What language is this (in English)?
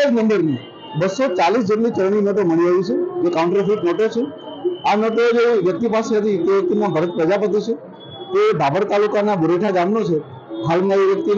Gujarati